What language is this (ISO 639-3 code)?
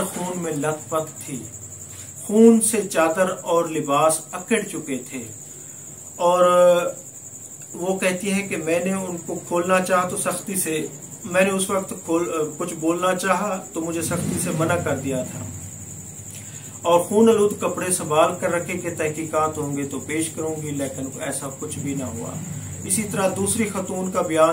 urd